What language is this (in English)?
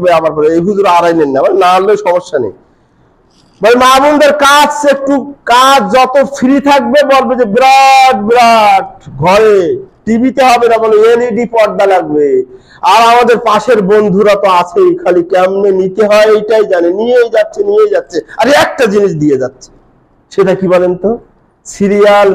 Bangla